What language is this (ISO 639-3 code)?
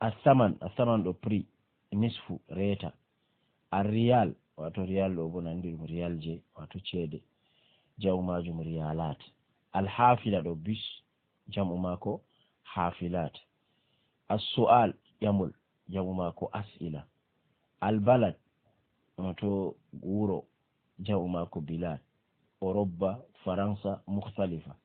ful